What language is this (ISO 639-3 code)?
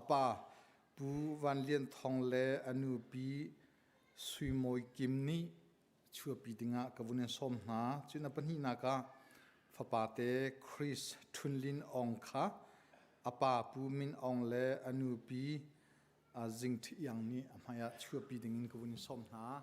cnh